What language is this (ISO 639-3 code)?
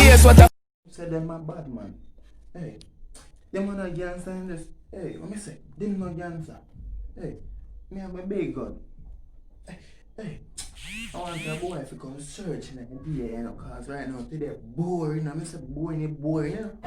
jam